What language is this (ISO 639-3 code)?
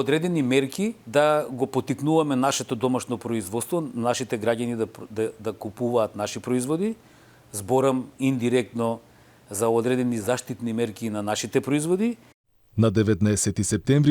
mkd